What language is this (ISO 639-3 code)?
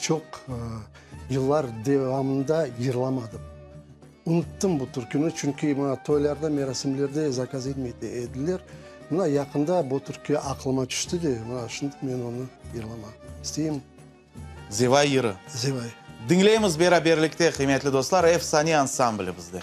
crh